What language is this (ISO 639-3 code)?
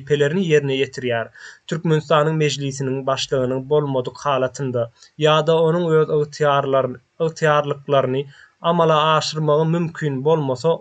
tuk